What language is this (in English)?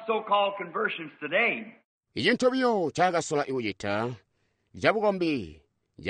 Tonga (Zambia)